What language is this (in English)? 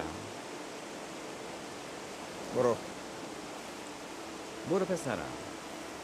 Persian